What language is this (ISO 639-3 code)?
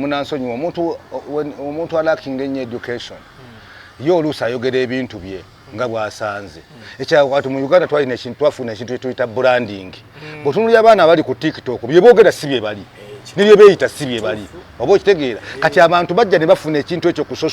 lug